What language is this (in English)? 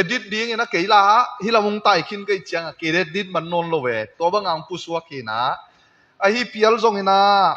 Tedim Chin